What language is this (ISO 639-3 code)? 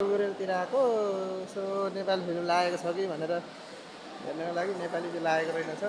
nep